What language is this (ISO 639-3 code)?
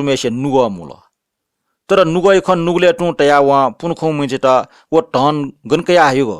new